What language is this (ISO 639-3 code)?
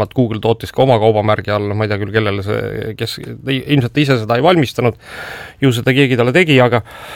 est